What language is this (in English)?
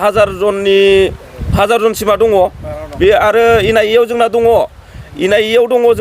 Bodo